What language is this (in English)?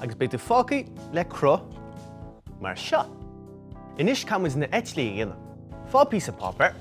Irish